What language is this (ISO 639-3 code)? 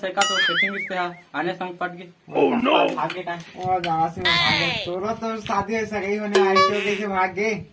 hne